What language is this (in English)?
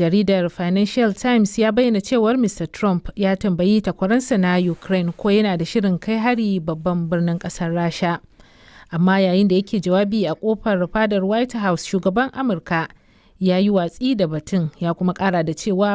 Hausa